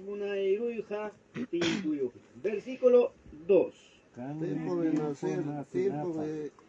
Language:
Ayacucho Quechua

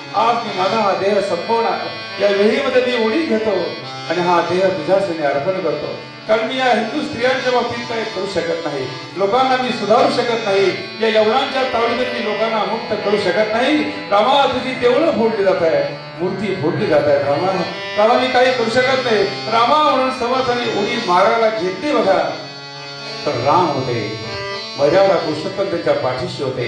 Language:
Marathi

